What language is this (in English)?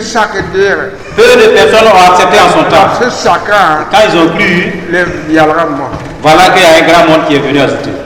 Mossi